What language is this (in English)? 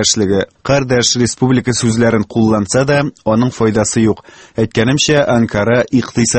Tatar